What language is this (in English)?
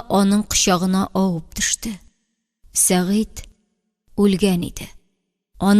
Tatar